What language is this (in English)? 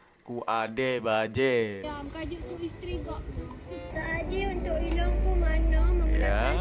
Achinese